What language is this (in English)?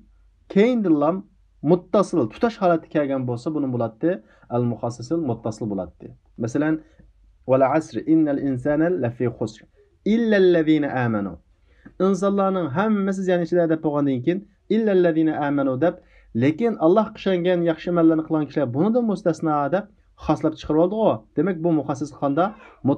Uyghur